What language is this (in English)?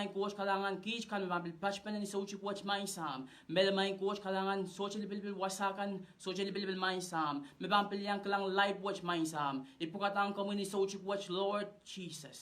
Pohnpeian